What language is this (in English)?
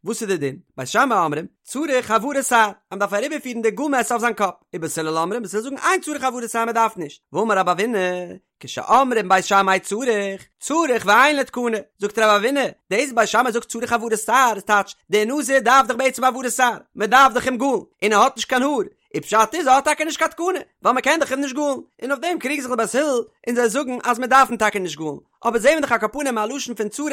Yiddish